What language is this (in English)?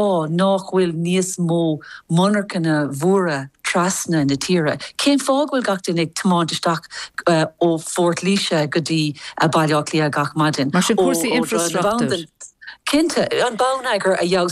Irish